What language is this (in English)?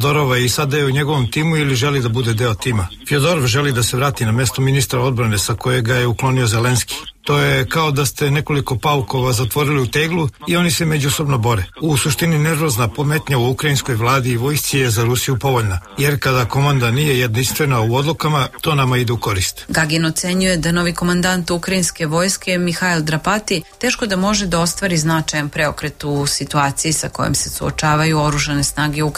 Serbian